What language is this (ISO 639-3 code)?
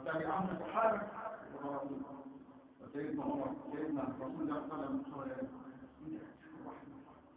ara